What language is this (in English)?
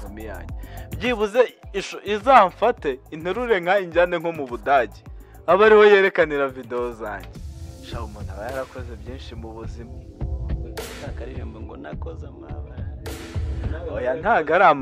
Kinyarwanda